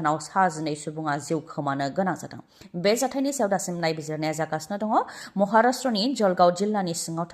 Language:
Bodo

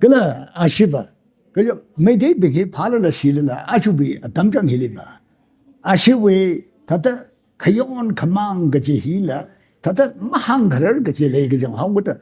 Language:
Tangkhul Naga (India)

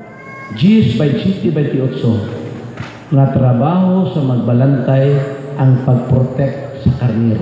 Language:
Cebuano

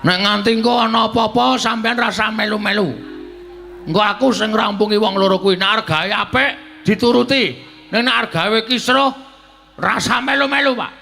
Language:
Javanese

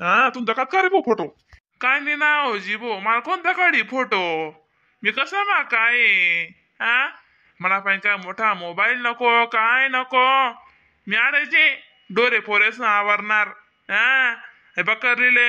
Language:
Khandesi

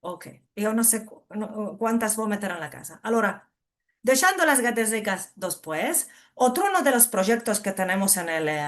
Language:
Ladino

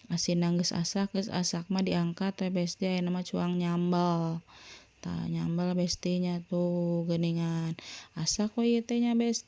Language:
Sundanese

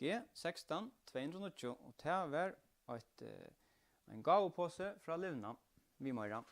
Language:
Faroese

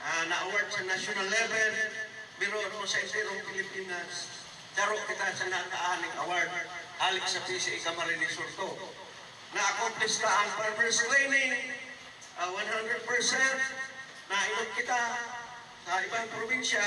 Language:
Bikol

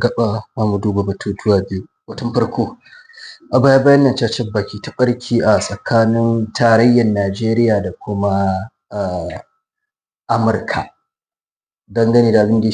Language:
Hausa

